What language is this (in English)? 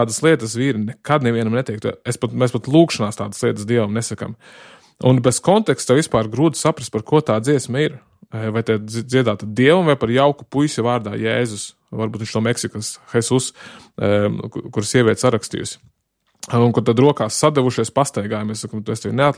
Latvian